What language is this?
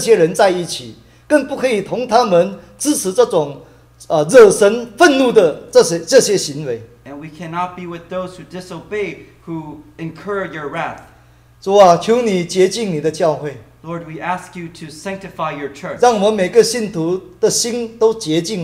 Chinese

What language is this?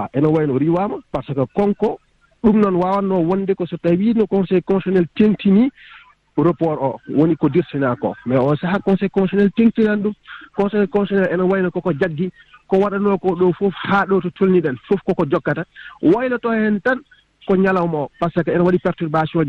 Fula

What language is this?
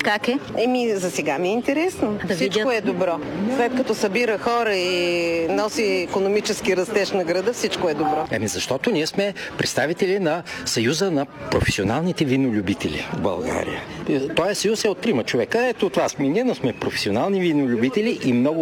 Bulgarian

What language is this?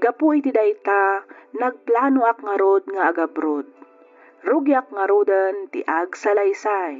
Iloko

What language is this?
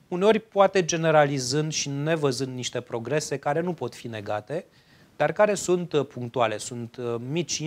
Romanian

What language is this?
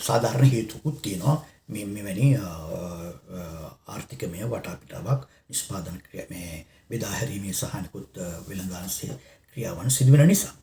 Sinhala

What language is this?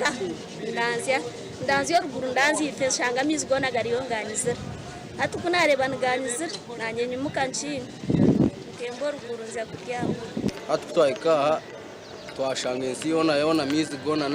Nyankole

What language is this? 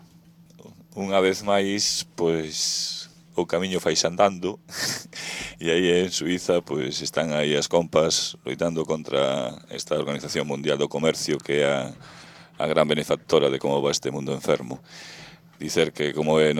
Galician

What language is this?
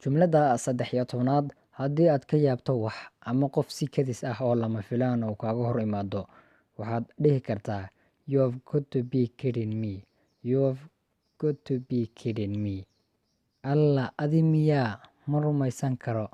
Somali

